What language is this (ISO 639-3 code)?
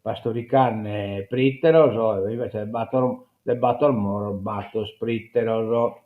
srd